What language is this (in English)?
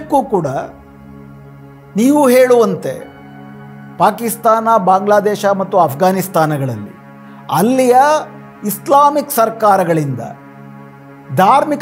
Kannada